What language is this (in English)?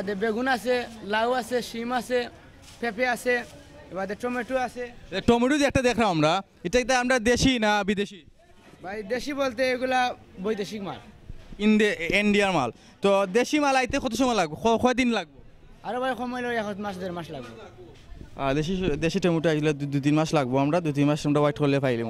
Sylheti